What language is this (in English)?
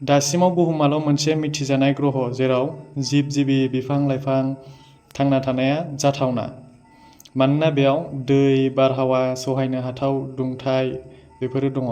Bodo